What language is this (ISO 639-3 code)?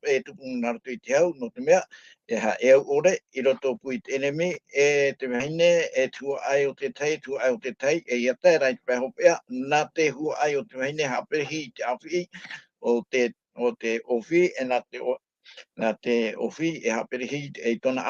tah